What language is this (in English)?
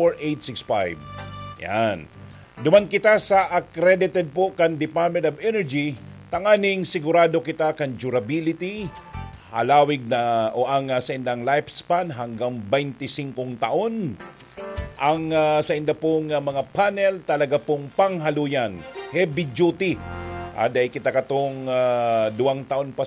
Bikol